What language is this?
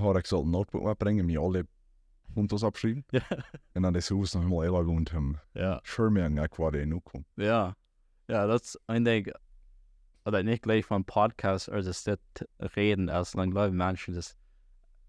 Plautdietsch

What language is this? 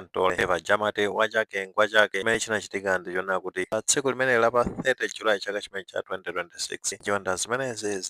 Nyanja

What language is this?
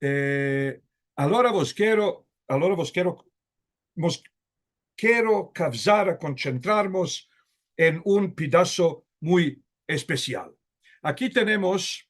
Ladino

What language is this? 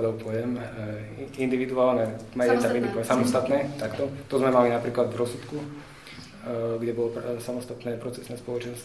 Slovak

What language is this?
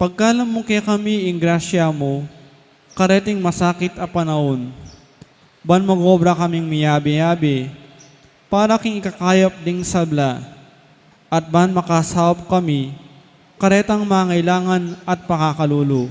Pampanga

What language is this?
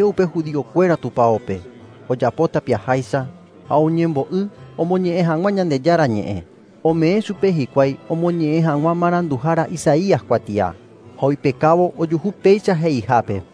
Guarani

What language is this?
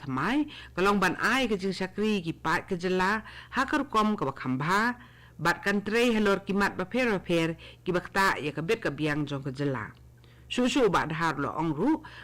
Khasi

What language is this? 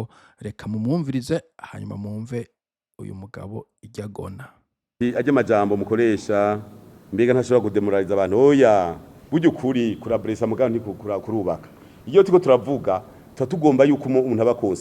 Rundi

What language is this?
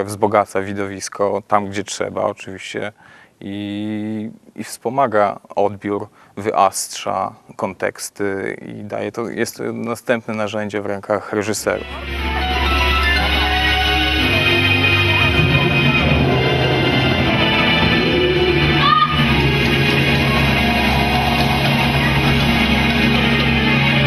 Polish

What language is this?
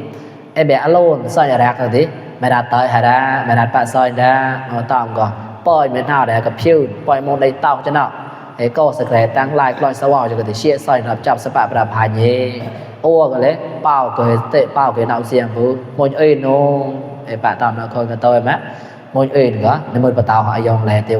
Mon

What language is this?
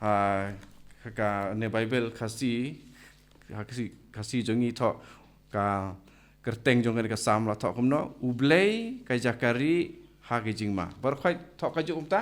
Khasi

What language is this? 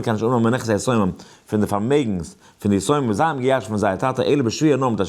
Yiddish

